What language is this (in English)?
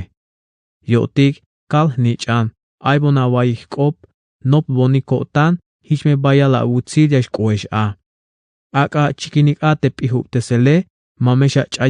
Tzeltal